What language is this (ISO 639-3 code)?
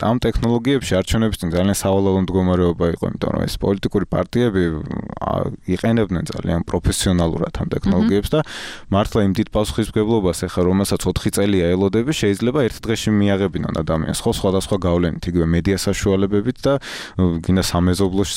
kat